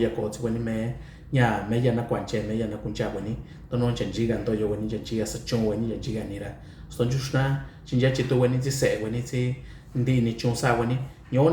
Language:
Mixtepec Mixtec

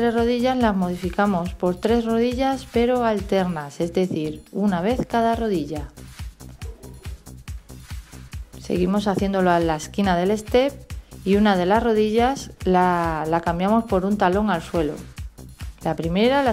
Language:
Spanish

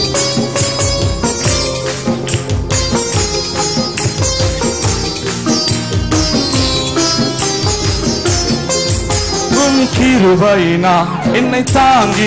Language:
Tamil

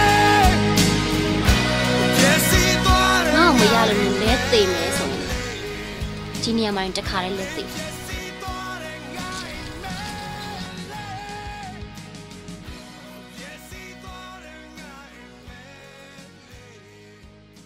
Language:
Burmese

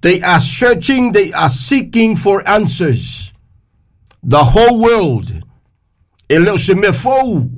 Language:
Samoan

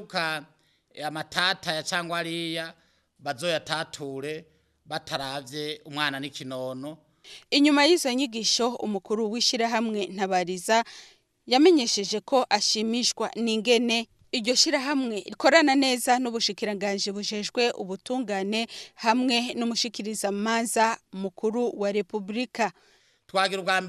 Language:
Rundi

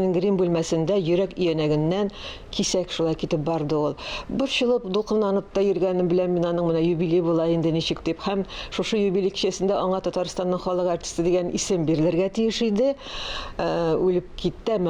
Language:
Tatar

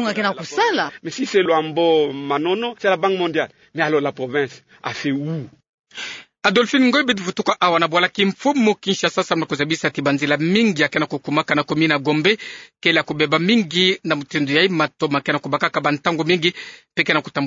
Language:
Kituba (Democratic Republic of Congo)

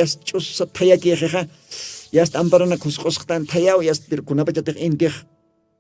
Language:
Aymara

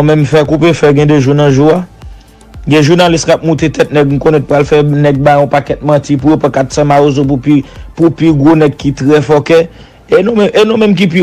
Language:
Haitian Creole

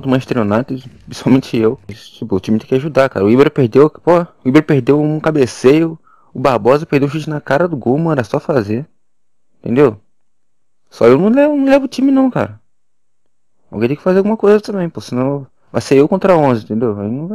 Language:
Portuguese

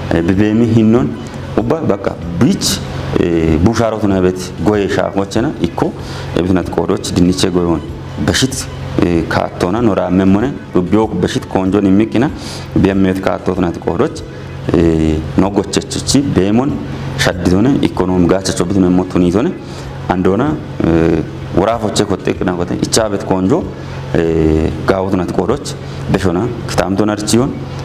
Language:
Kafa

